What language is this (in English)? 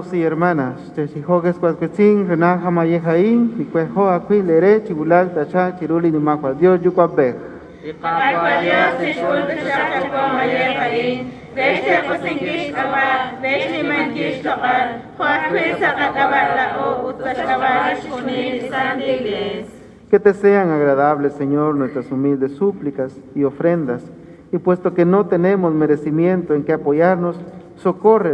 Kekchí